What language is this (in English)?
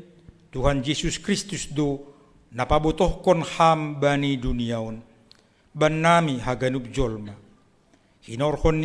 Batak Simalungun